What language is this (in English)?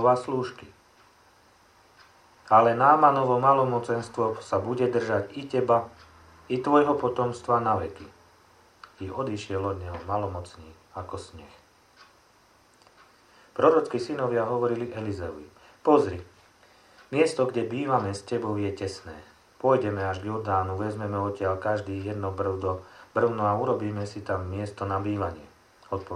Slovak